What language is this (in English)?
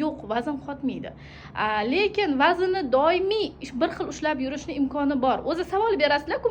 Uzbek